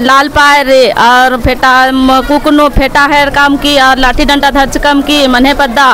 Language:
Kurukh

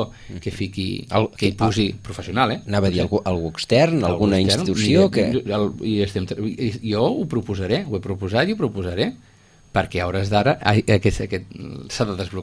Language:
Catalan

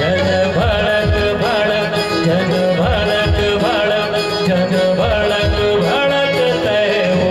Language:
Chhattisgarhi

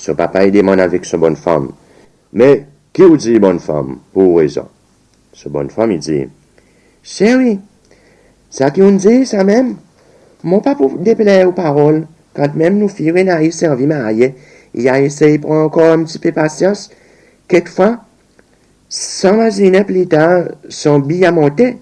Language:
Seselwa Creole French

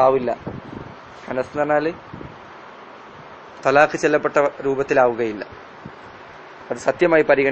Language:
Malayalam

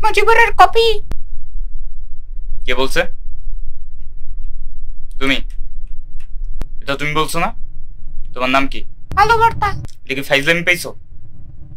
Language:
Bangla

